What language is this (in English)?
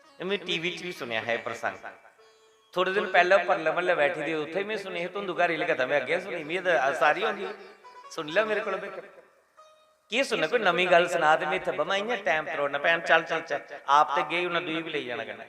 Dogri